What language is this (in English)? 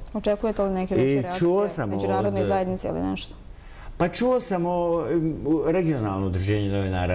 Bosnian